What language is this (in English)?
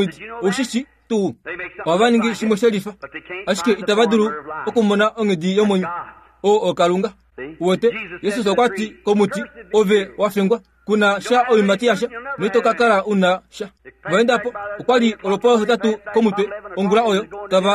Kuanyama